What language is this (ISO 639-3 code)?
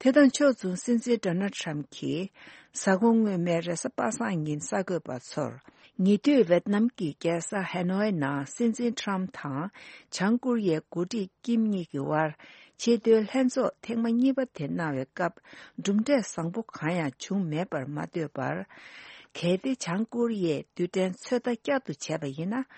bod